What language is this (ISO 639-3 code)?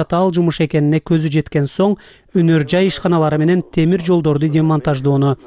kir